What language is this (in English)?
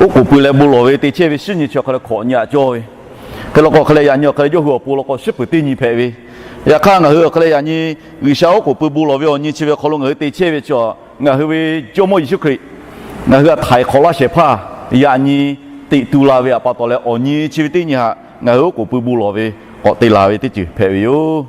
Lahu